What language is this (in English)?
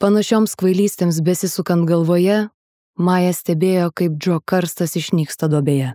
Lithuanian